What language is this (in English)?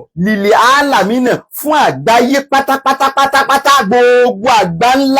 Yoruba